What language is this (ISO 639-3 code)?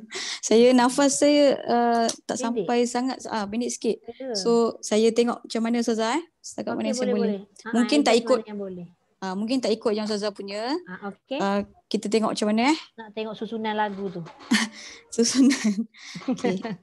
msa